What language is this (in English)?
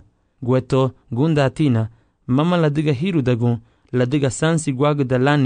Garifuna